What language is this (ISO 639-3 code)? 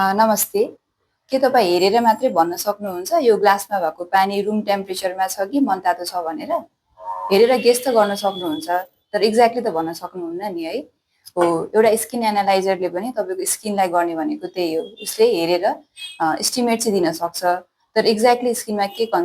nep